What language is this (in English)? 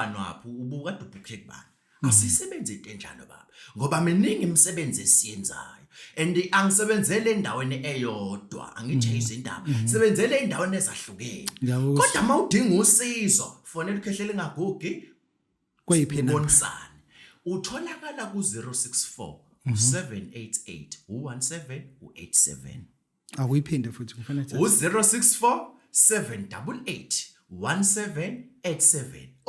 Zulu